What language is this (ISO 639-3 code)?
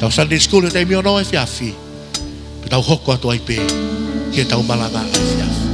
ton